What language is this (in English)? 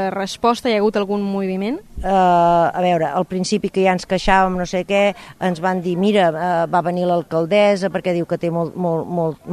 Catalan